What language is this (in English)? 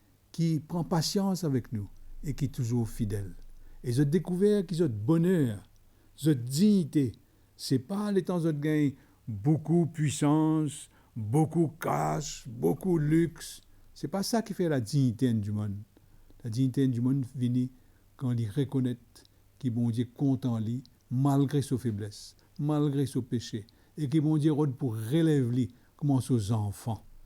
Morisyen